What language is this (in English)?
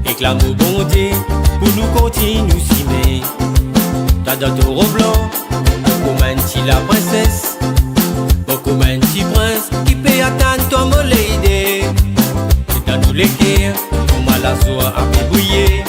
Morisyen